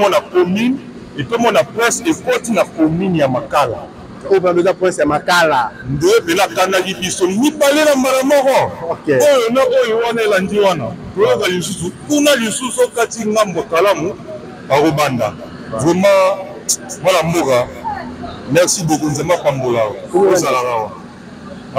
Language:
Lingala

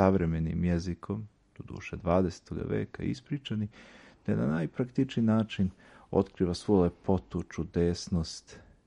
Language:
Serbian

